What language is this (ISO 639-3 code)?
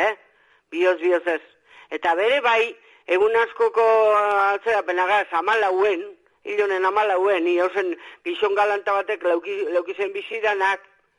eus